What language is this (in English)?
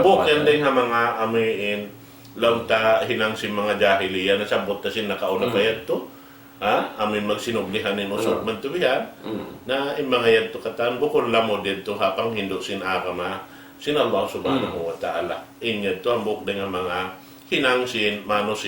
Tausug